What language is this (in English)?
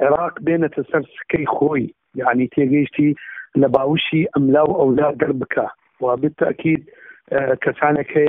Central Kurdish